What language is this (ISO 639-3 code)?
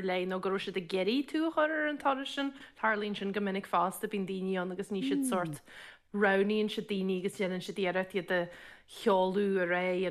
gle